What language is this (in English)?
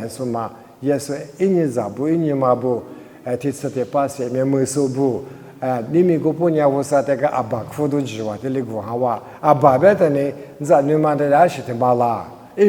Lisu